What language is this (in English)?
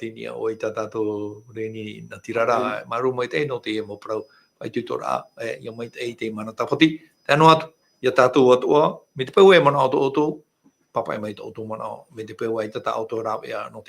Tahitian